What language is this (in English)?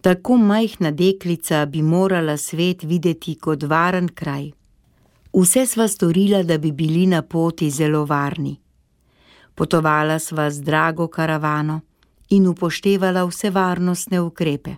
Slovenian